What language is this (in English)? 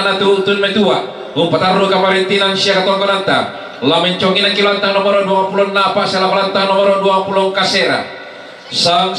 Toraja-Sa'dan